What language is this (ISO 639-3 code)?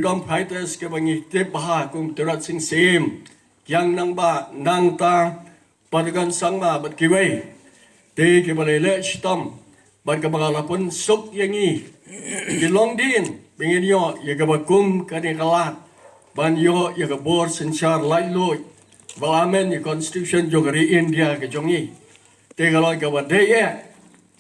kha